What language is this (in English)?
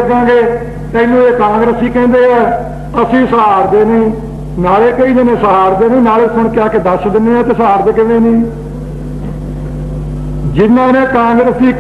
Punjabi